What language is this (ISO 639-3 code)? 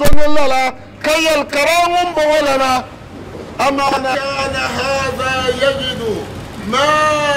dag